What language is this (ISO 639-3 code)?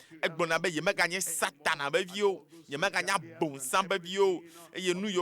ewe